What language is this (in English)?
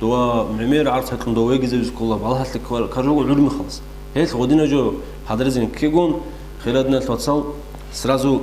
Avaric